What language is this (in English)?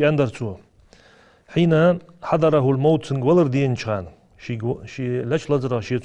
Ingush